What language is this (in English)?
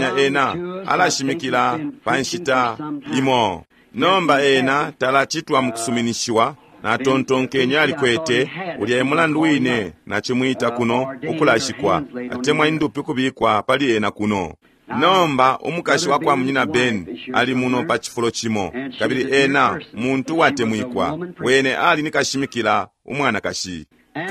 Bemba